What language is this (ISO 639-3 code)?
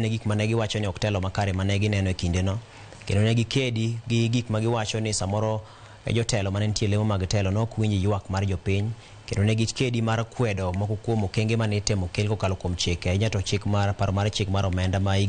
luo